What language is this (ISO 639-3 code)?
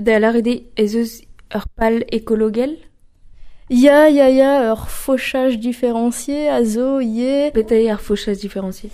bre